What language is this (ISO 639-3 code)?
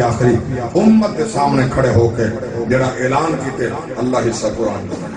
skr